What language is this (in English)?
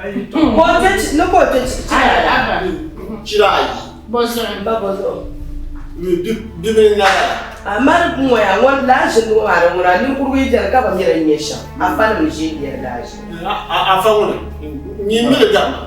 Dagbani